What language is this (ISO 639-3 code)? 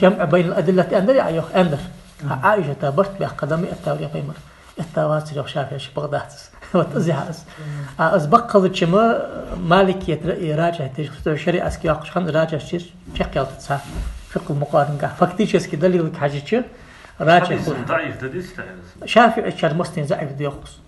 inh